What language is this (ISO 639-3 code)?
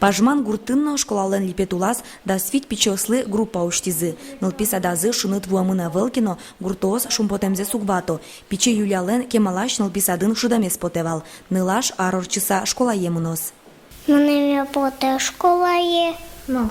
udm